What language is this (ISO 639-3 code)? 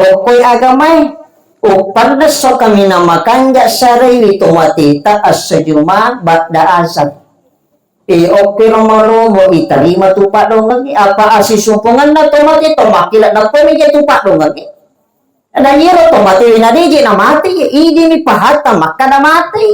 bug